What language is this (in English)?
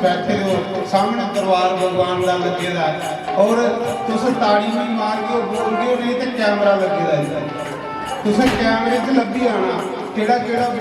Dogri